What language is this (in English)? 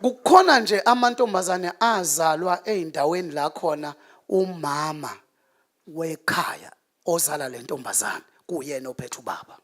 Zulu